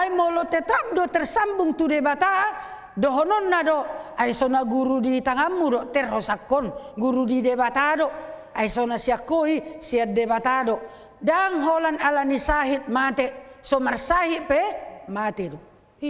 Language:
Batak Toba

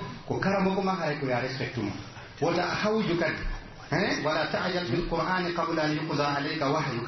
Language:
Pular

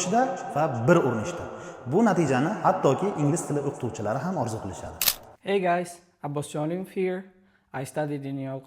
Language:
Uzbek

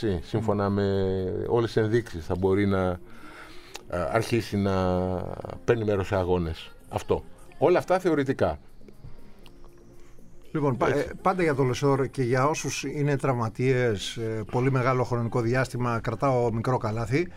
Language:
Greek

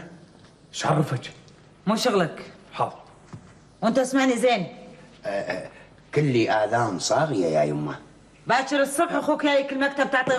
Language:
Gulf Arabic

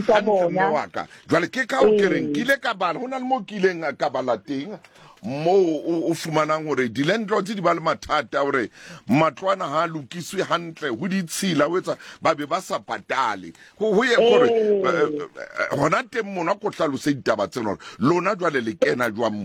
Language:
Southern Sotho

